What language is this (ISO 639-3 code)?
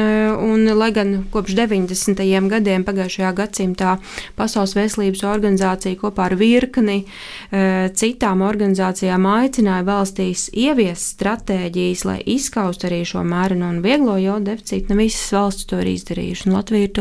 lav